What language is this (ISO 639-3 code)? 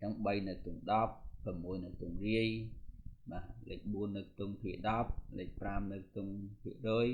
khm